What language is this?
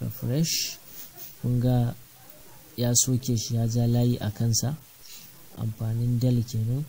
Hausa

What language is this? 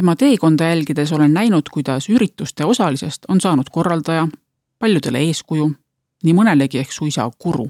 Estonian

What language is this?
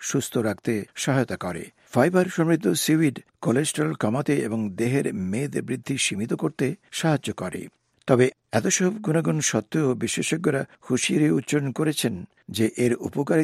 Bangla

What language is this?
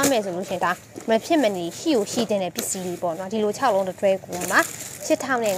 Burmese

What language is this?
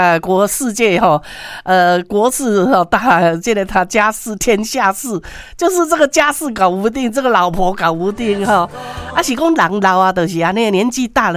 Min Nan Chinese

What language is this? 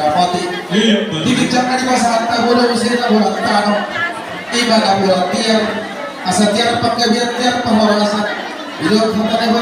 Batak Toba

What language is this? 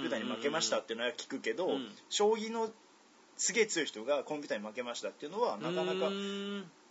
Japanese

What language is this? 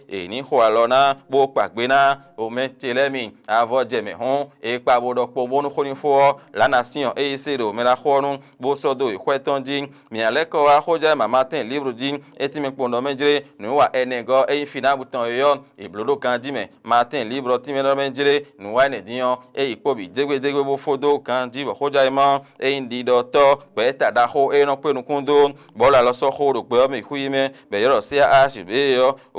Fon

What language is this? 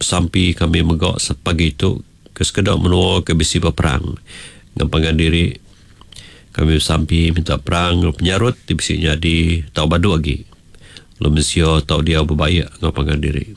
Iban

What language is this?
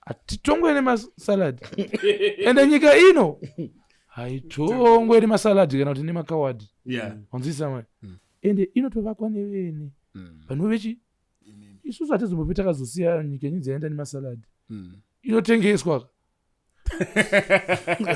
Shona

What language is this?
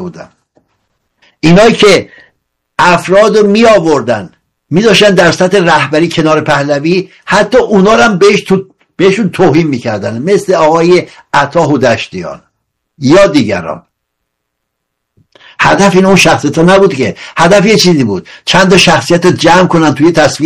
Persian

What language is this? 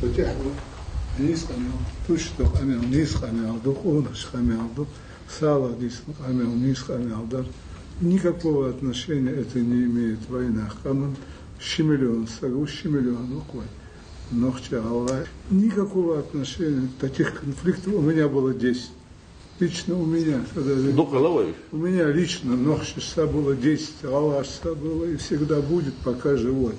Ingush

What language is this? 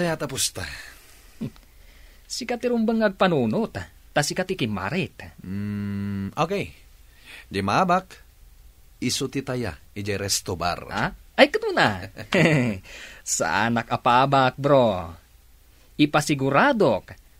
Iloko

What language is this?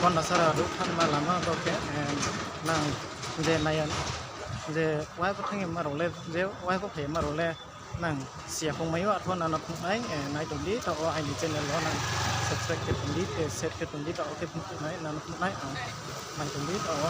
Riang (India)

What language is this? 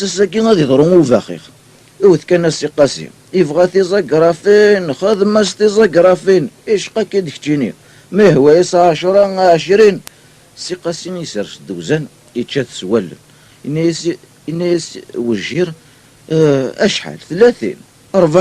Kabyle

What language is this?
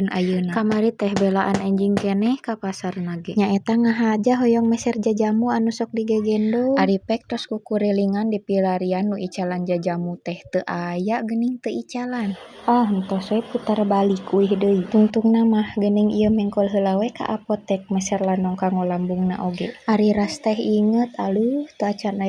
Sundanese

